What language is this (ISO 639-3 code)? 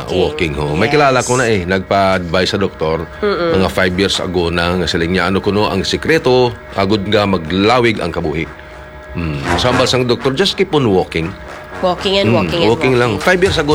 hil